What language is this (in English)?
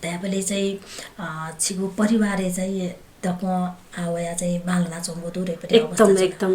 Newari